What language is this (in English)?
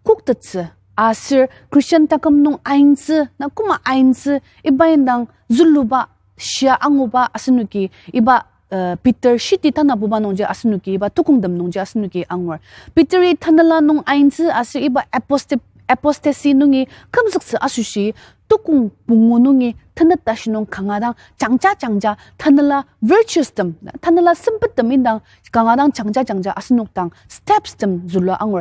Ao Naga